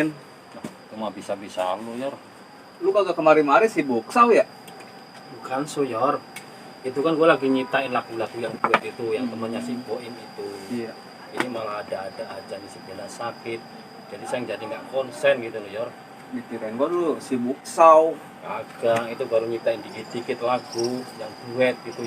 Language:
Betawi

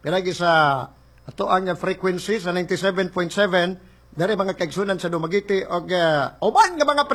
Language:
Cebuano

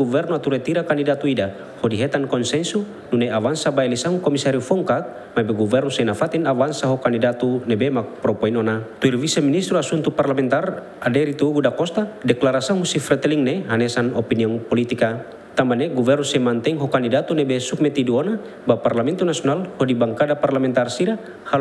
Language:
Tetum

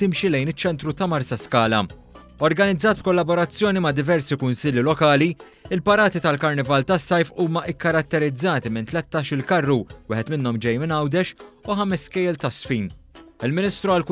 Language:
Maltese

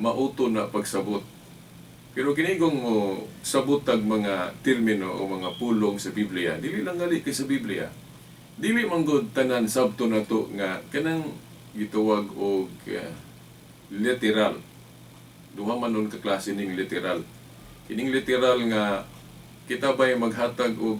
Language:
Cebuano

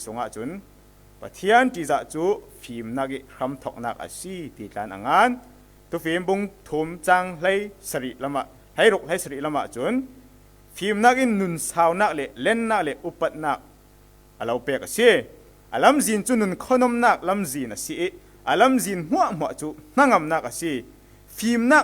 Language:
Falam Chin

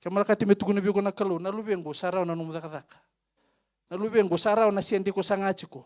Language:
Fijian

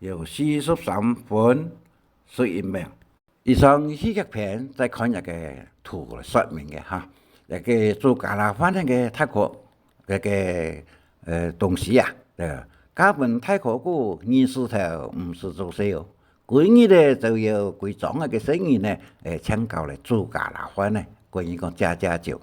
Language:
Hakka Chinese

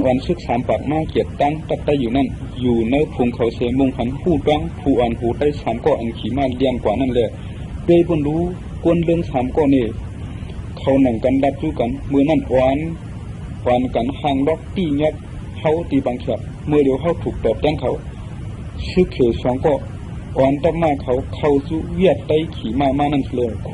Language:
Shan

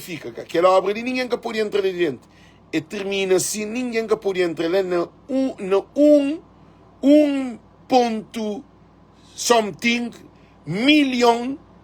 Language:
Kabuverdianu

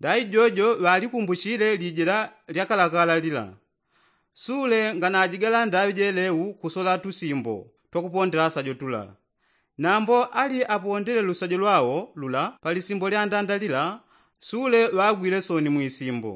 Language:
Yao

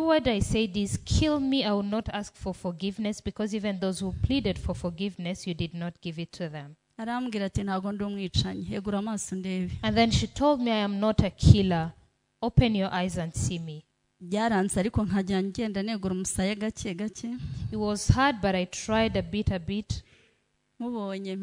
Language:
Kinyarwanda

